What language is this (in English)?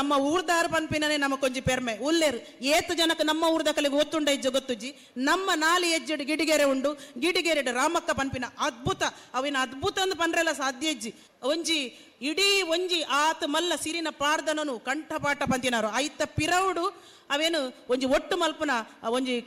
Tulu